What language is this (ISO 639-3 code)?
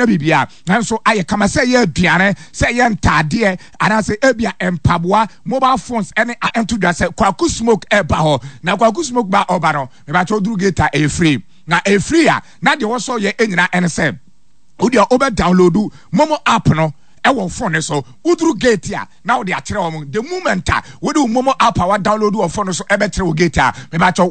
aka